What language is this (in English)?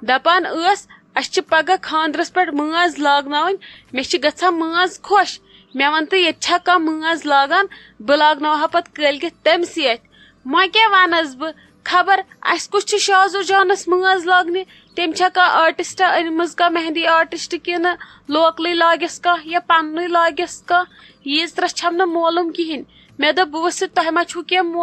Kashmiri